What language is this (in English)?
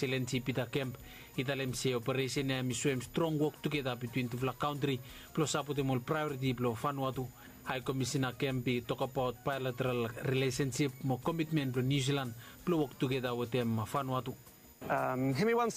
Bislama